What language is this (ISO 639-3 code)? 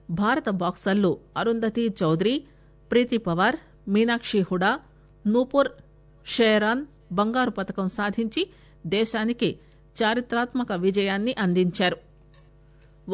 tel